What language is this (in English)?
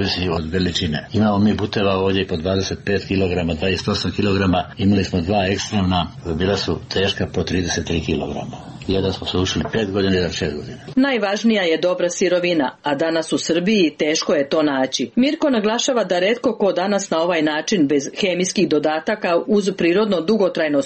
Serbian